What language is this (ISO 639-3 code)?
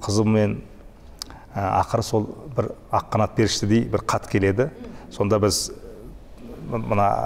kaz